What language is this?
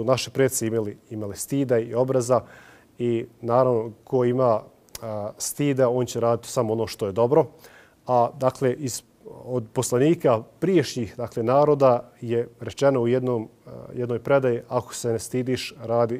Bosnian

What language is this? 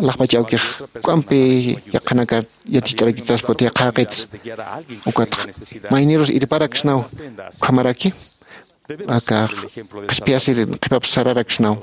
Aymara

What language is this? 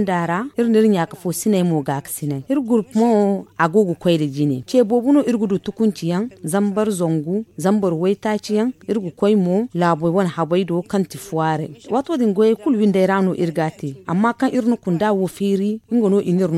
Zarma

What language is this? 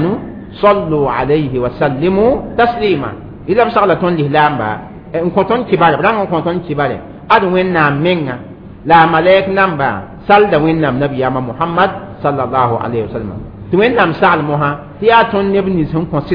Mossi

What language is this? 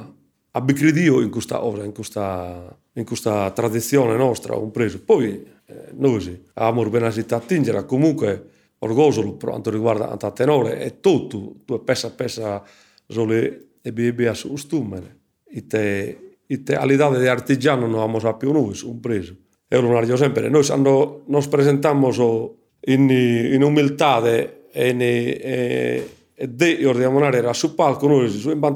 Sardinian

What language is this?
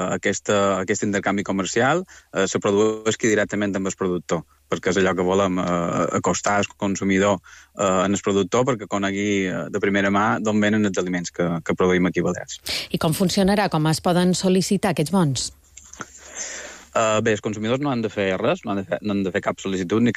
Catalan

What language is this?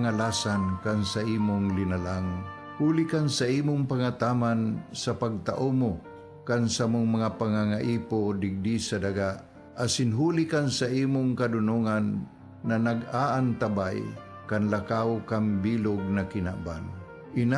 Bikol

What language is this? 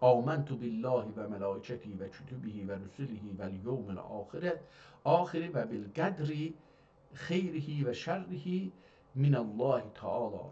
South Azerbaijani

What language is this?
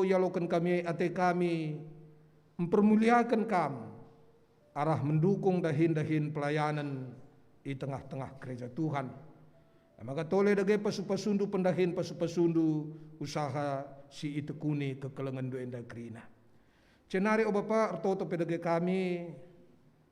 Batak Karo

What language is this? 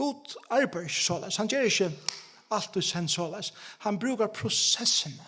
Faroese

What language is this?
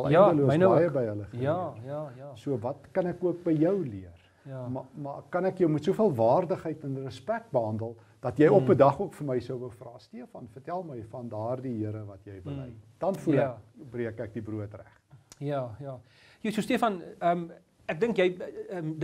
Afrikaans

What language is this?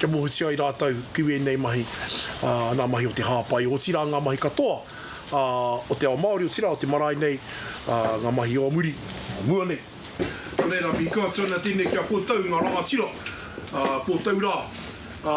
Māori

